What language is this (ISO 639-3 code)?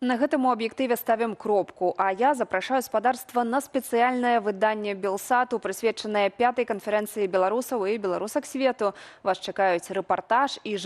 bel